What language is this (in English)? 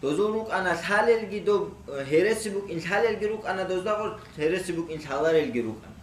Avaric